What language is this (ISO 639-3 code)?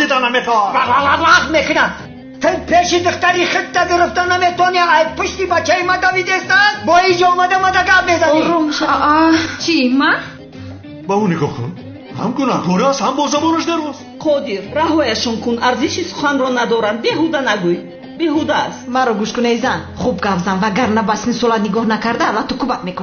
tgk